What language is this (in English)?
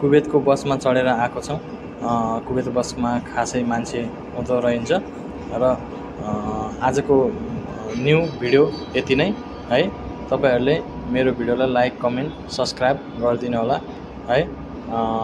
Nepali